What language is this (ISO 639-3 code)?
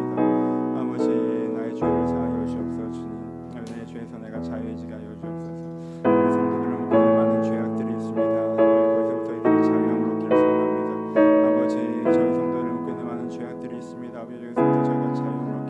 kor